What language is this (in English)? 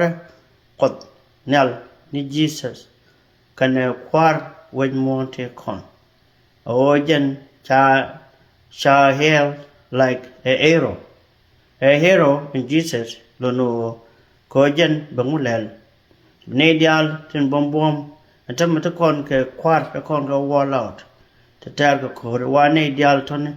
Nuer